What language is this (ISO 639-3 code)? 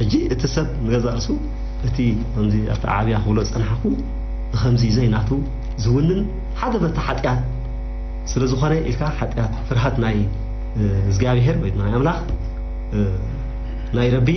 tir